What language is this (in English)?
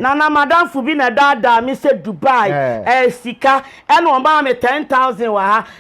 Akan